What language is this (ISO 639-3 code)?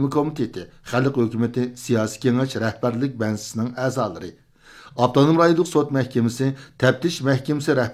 uig